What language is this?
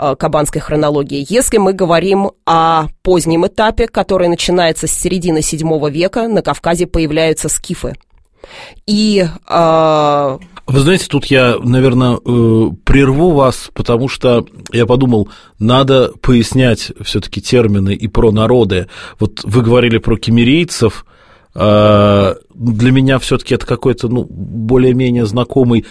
Russian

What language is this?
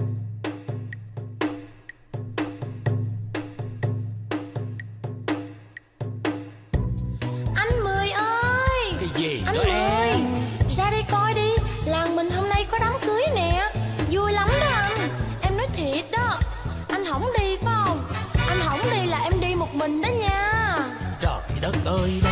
Vietnamese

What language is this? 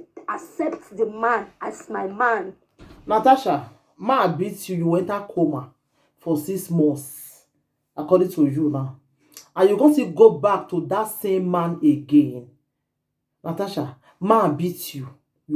Nigerian Pidgin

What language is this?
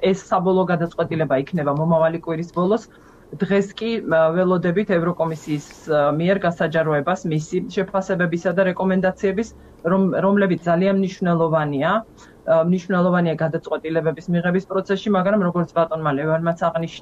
Georgian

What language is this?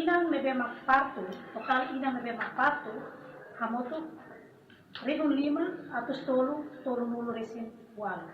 Tetum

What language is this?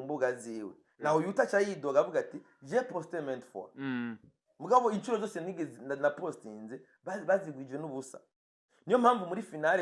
Rundi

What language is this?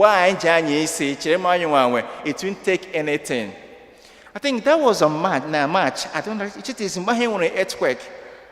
Igbo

